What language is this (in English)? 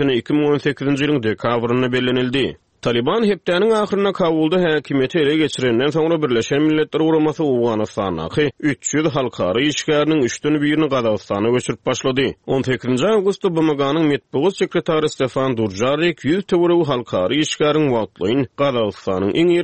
Turkmen